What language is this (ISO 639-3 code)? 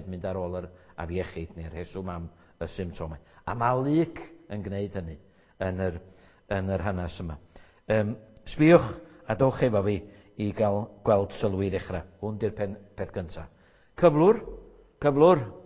cym